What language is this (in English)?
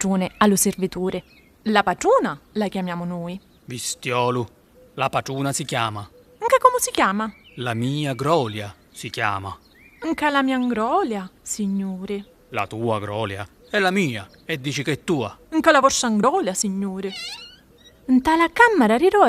Sicilian